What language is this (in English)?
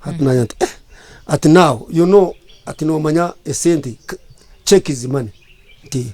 Nyankole